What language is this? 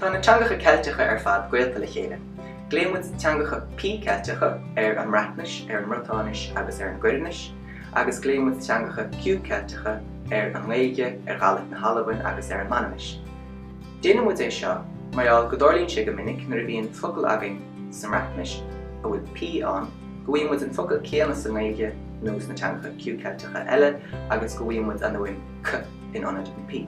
Irish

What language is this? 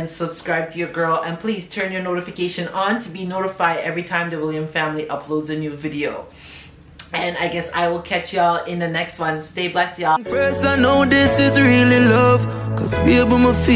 Jamaican Creole English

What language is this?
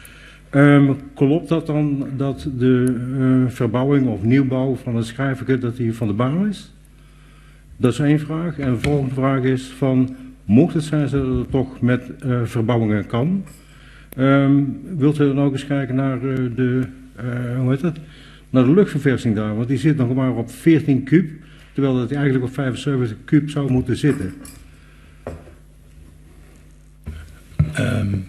Dutch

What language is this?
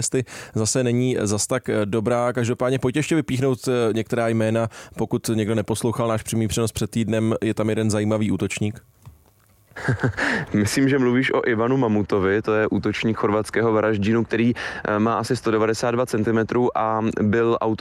Czech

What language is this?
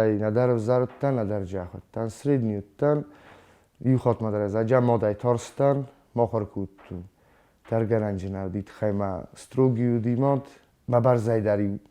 Ossetic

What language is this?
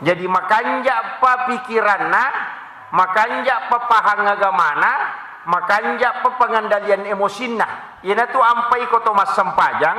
Buginese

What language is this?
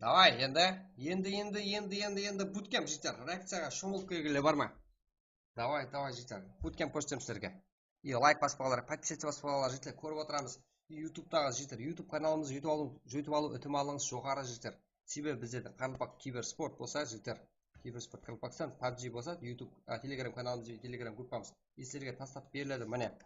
Kara-Kalpak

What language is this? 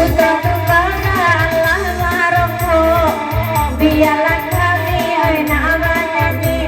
Minangkabau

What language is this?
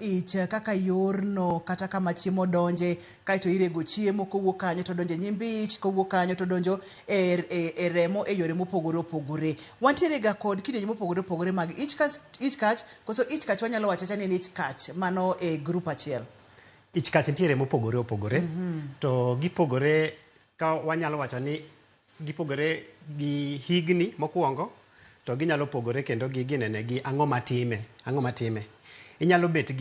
Luo (Kenya and Tanzania)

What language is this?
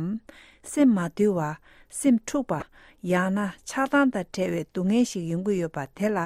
Tibetan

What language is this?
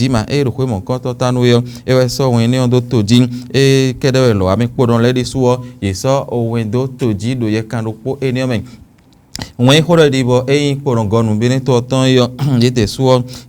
Fon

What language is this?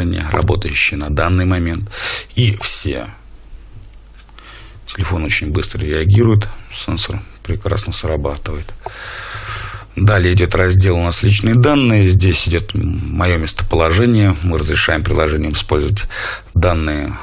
Russian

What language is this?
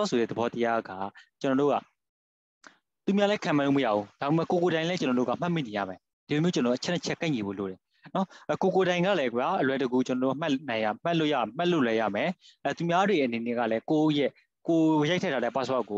Burmese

